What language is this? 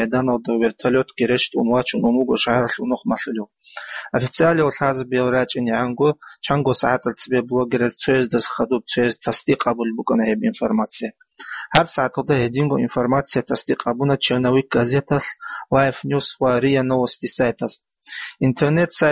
Avaric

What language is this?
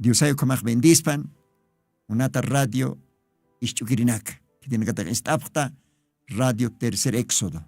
Aymara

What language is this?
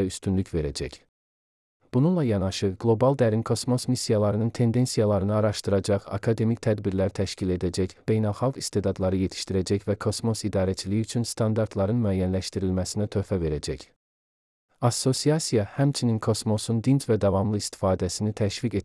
Azerbaijani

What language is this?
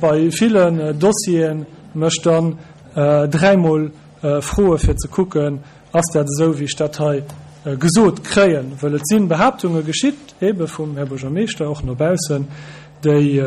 Luxembourgish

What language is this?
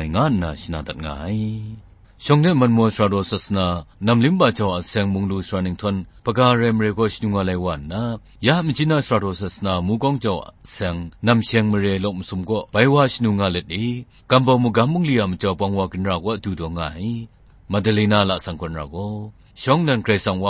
Kachin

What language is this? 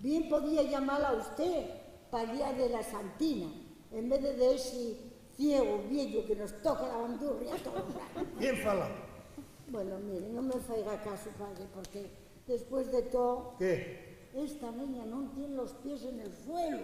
Asturian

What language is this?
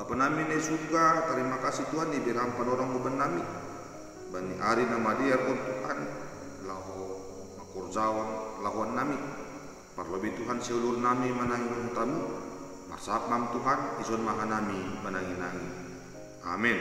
Batak Simalungun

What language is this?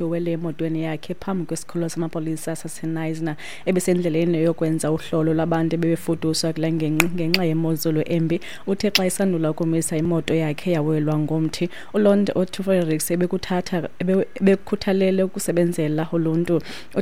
Xhosa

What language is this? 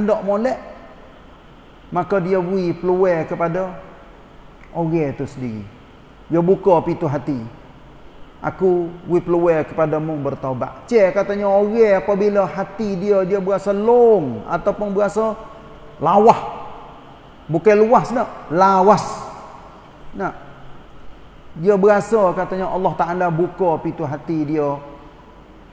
Malay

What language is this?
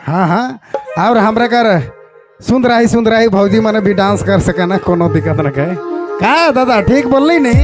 Sadri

